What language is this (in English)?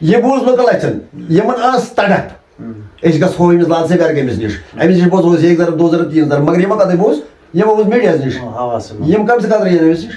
Kashmiri